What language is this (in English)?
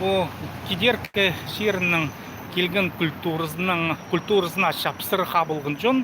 Khakas